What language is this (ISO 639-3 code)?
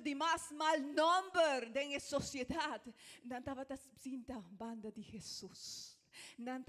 pap